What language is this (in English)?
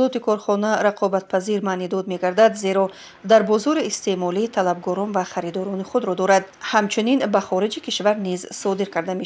Tajik